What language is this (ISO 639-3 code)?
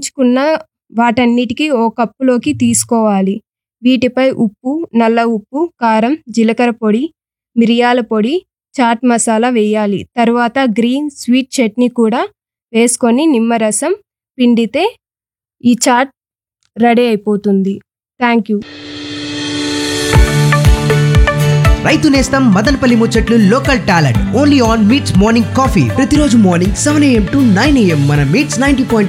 tel